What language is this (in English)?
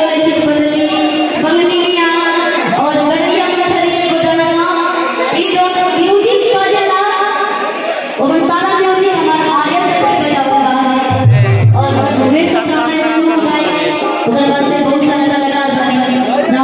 Bhojpuri